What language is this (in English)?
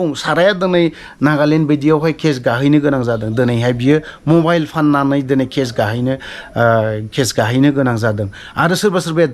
Bodo